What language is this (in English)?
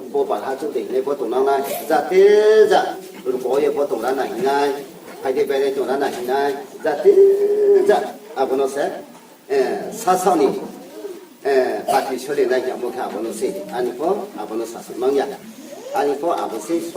Riang (India)